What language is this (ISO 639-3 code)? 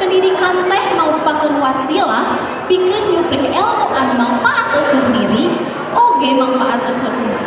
sun